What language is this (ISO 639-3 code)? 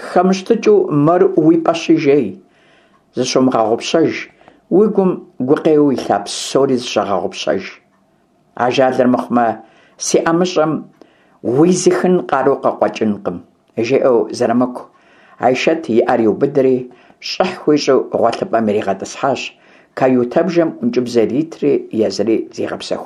kbd